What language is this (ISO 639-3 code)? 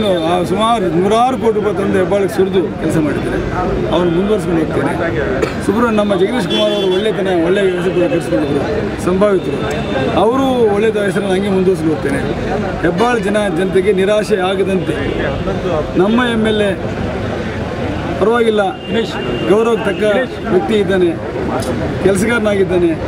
kan